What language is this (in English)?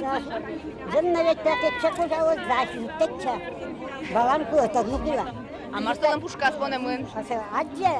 Udmurt